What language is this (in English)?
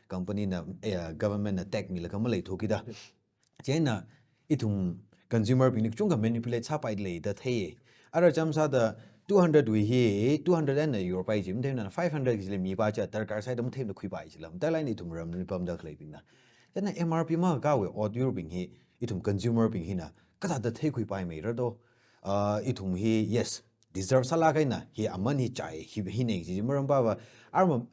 Tangkhul Naga (India)